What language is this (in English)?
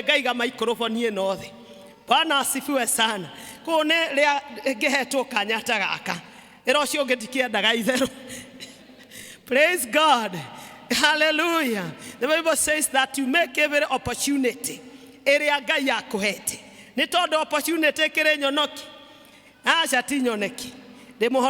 Kikuyu